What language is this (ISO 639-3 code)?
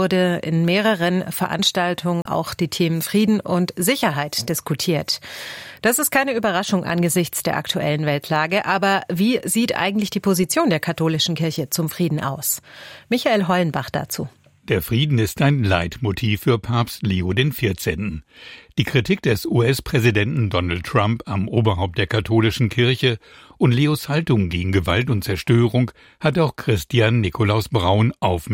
deu